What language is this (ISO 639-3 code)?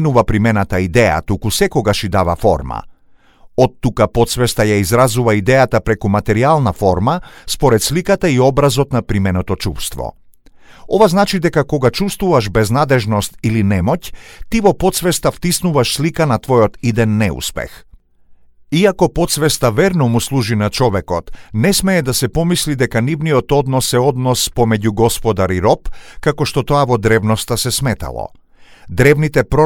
mkd